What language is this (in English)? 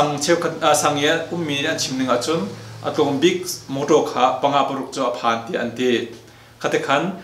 Hakha Chin